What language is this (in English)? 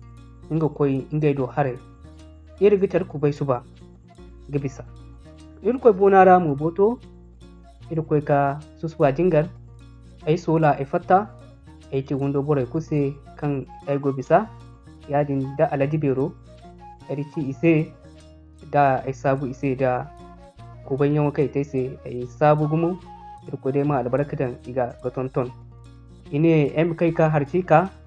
Zarma